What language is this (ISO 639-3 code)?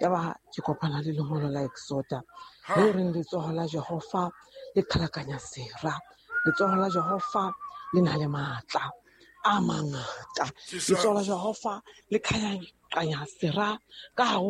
sot